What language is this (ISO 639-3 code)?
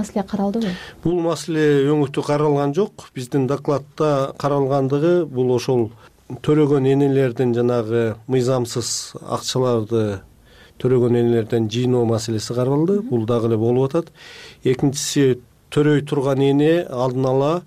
kir